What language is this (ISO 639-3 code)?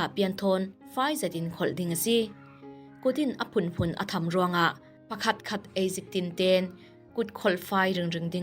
cfm